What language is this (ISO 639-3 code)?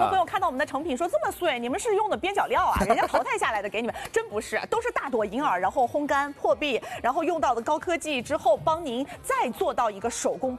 zho